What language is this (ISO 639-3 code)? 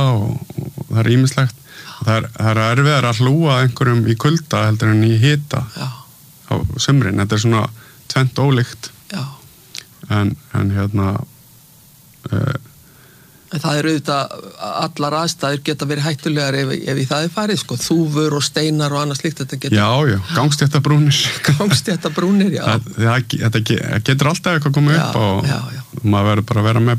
isl